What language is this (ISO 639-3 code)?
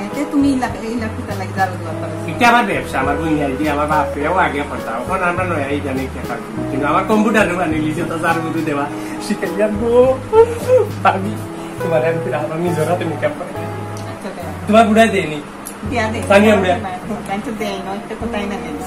syl